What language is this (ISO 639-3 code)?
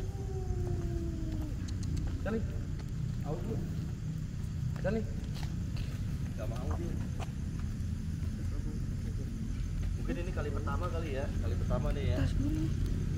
ind